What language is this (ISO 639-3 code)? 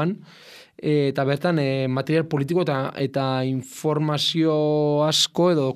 eus